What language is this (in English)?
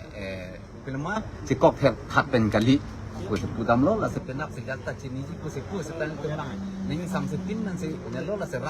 Karbi